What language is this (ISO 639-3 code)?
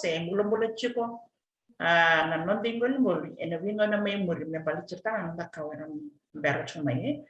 fij